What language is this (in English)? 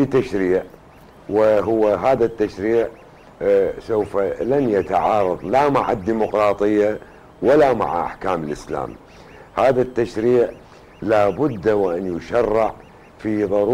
Arabic